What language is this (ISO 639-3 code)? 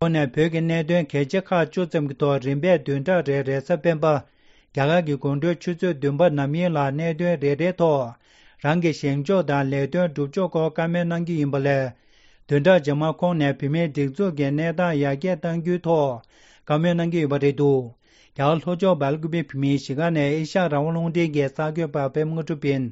bod